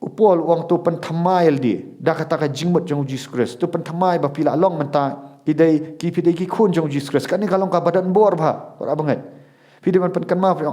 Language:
Khasi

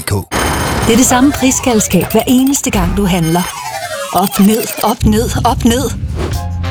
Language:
Danish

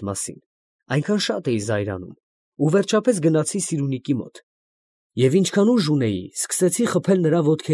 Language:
Armenian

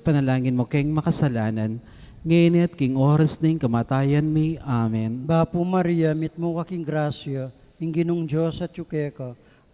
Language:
Pampanga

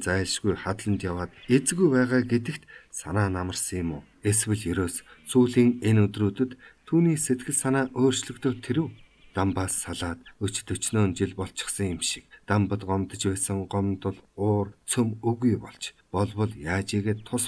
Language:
Mongolian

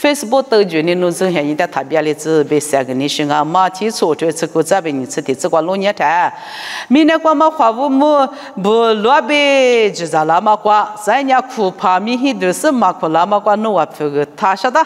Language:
Lisu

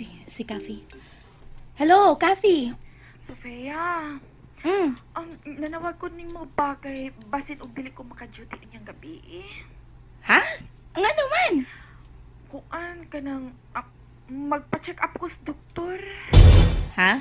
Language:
Cebuano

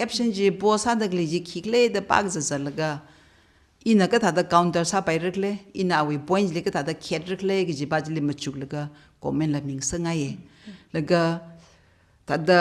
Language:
Tangkhul Naga (India)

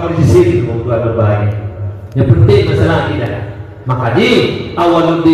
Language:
Achinese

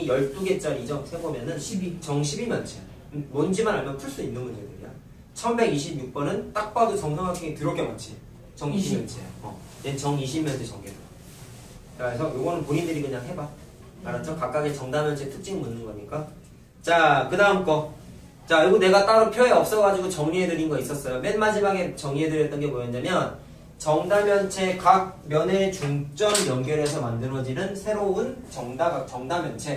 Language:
Korean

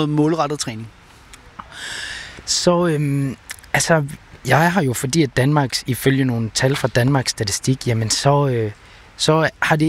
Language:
Danish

